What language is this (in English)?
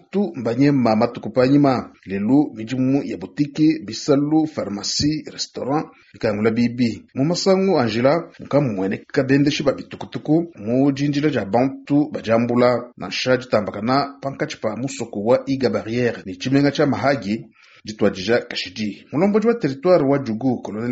Luba-Lulua